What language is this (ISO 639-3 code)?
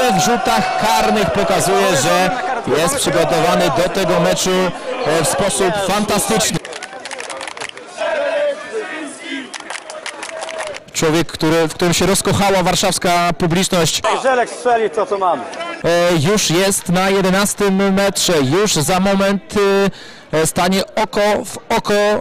pol